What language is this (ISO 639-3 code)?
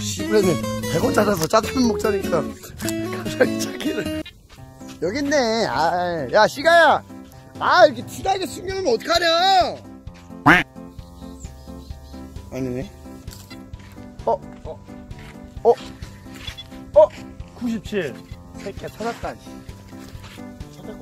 kor